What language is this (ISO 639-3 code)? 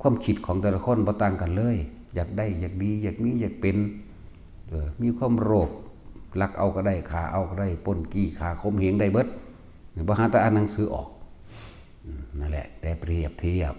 tts